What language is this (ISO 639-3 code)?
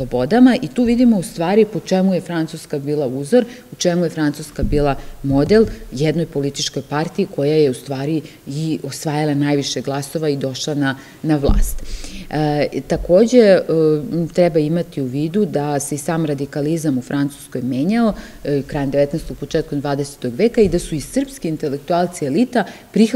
srp